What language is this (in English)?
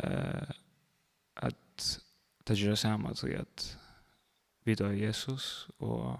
Faroese